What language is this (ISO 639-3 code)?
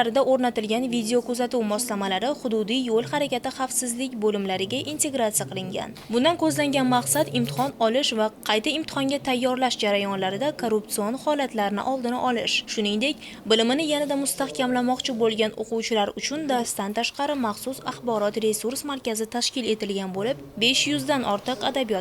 uzb